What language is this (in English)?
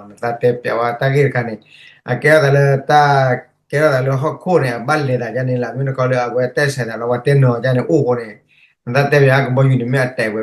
S'gaw Karen